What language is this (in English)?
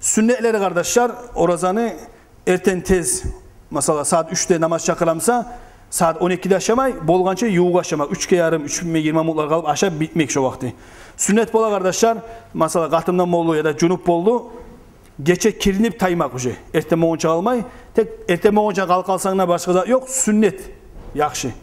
Kumyk